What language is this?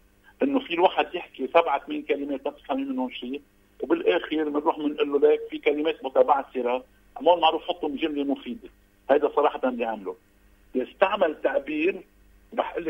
North Levantine Arabic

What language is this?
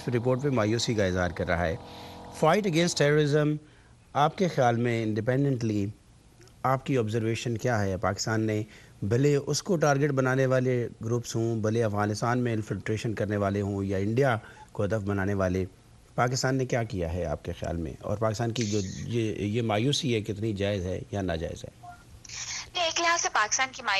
Urdu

